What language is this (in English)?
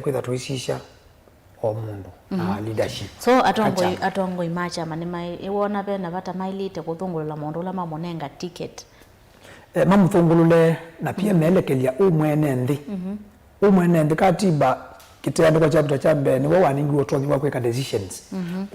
Kamba